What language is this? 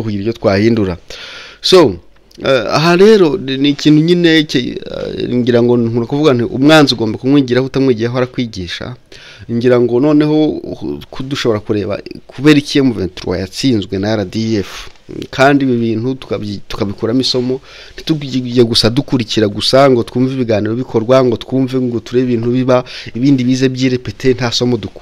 Kinyarwanda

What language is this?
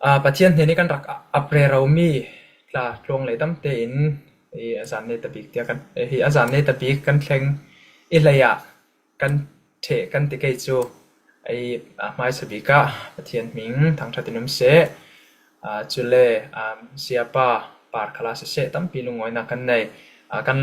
Falam Chin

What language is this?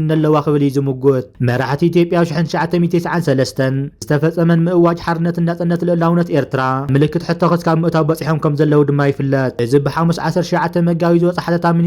Tigrinya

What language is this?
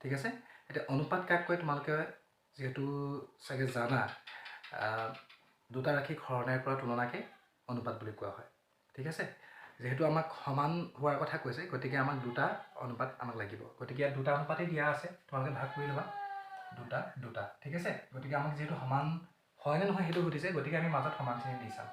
Assamese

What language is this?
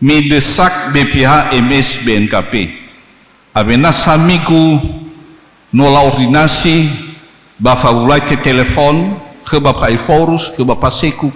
Nias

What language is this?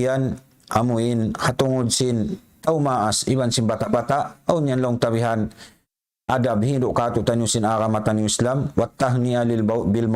Tausug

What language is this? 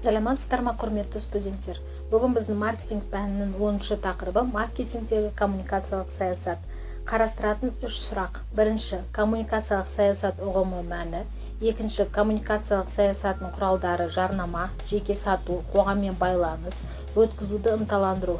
Kazakh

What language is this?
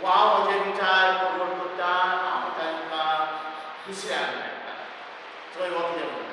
Konkani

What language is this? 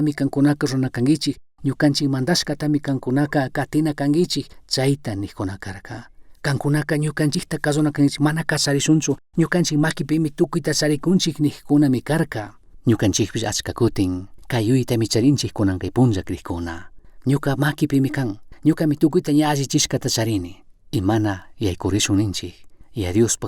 Chimborazo Highland Quichua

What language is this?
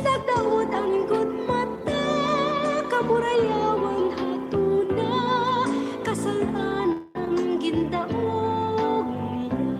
Waray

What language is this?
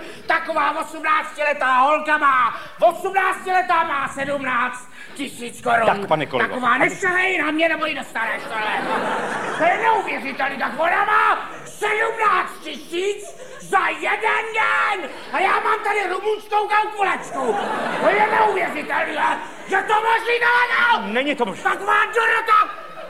Czech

